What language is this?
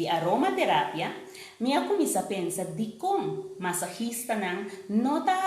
Papiamento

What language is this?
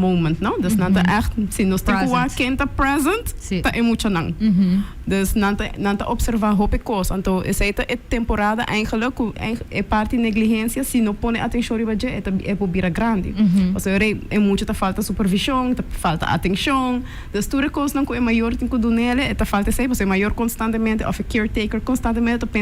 Papiamento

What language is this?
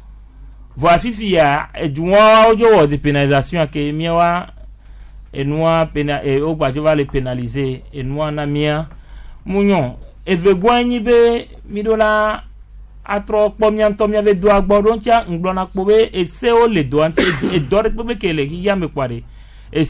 Gen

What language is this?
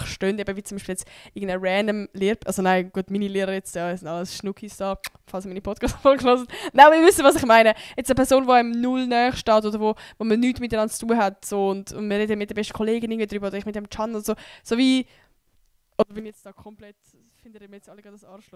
Swiss German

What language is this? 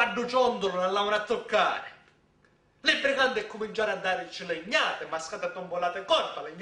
Sicilian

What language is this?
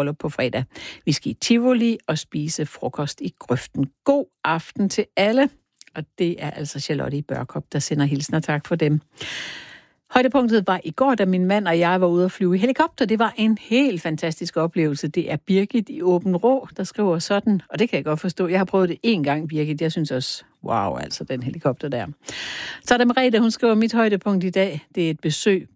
Danish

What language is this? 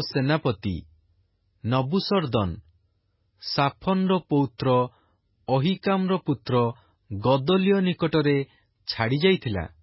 Odia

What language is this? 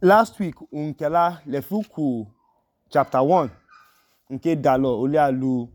Idoma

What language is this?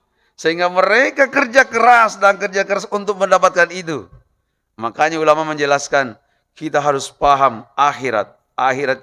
Buginese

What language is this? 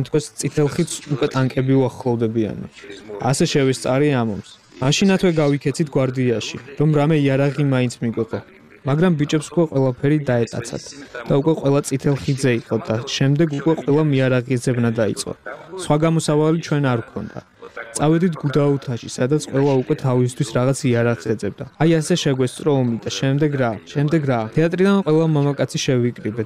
Georgian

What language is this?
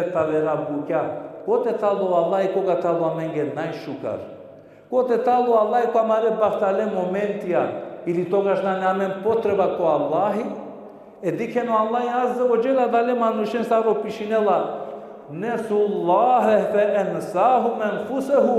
Balkan Romani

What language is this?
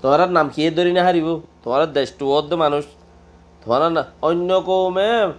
Rohingya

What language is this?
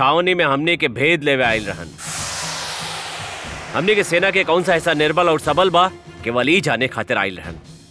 Bhojpuri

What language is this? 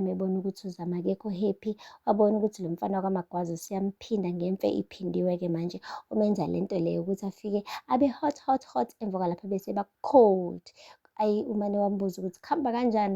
Zulu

